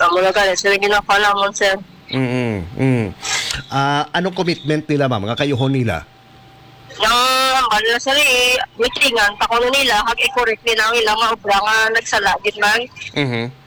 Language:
Hiligaynon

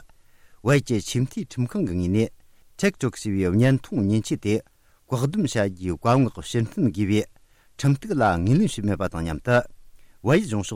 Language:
Tibetan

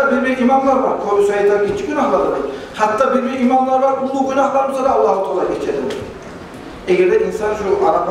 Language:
Kumyk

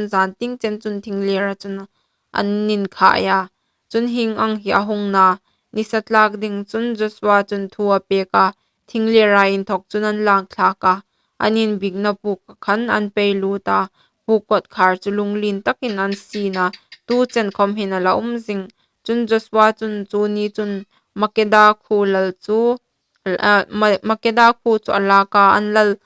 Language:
Hmar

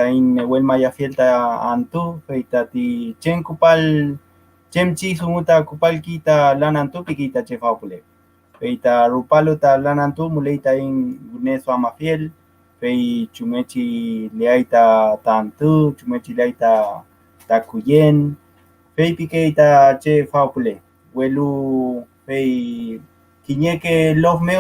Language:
Mapuche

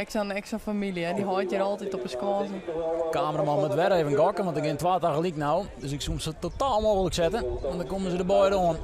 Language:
Western Frisian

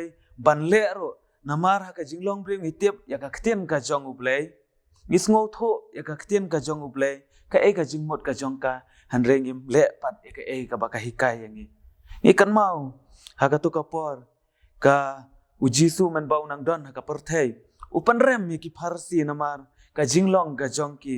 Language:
Khasi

